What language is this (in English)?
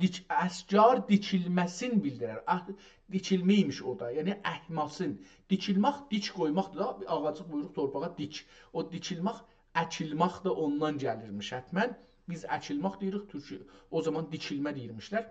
South Azerbaijani